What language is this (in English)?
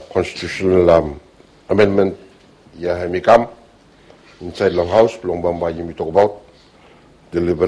Bislama